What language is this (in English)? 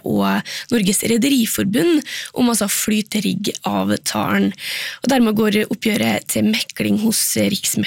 Norwegian